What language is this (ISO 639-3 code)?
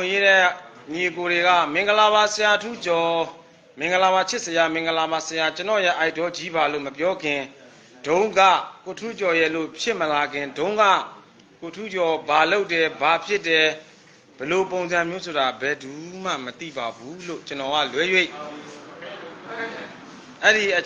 mya